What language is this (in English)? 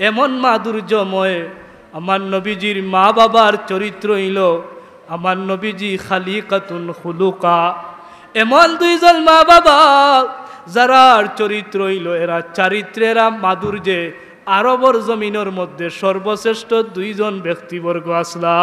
Sylheti